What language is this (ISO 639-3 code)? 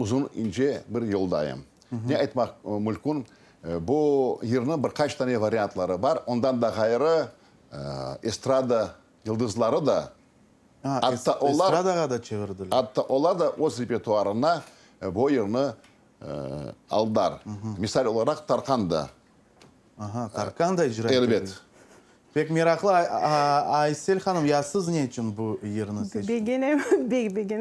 crh